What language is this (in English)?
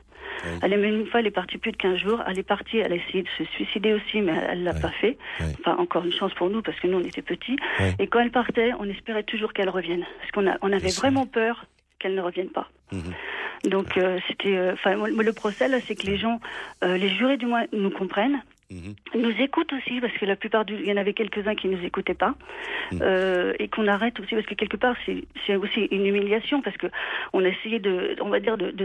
French